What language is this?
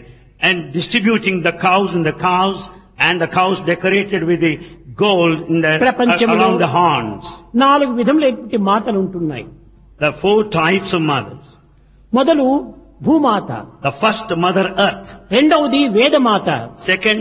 Telugu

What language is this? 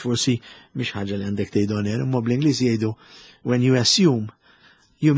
Maltese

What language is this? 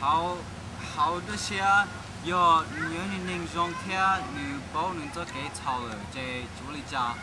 Hmong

